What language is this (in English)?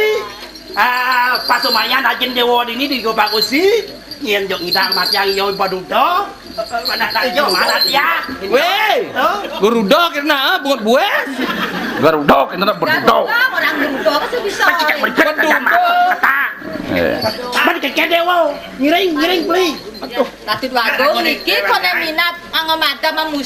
Balinese